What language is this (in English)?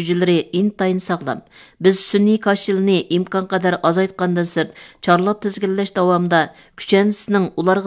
Uyghur